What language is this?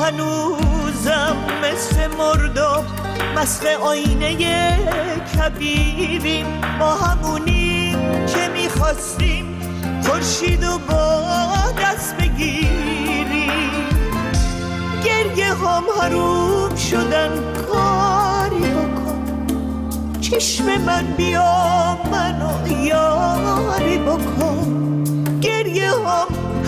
Persian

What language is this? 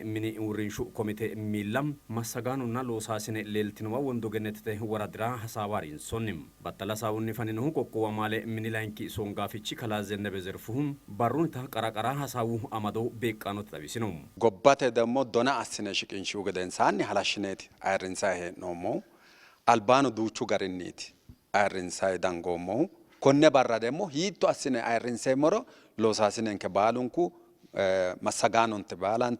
Sidamo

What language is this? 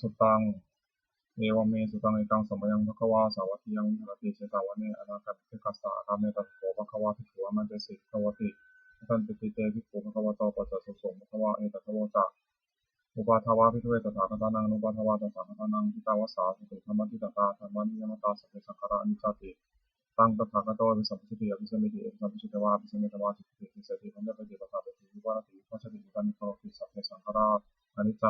Pali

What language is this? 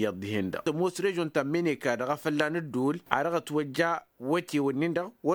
Tamasheq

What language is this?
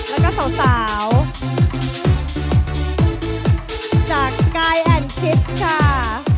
Thai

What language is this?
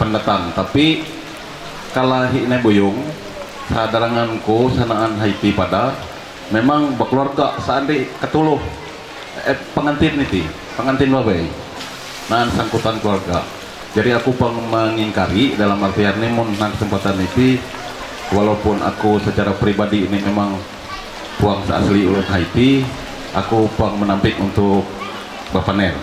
Ma'anyan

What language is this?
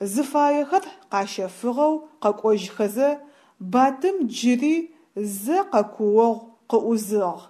Adyghe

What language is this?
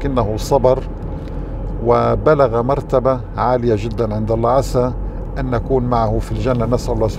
Arabic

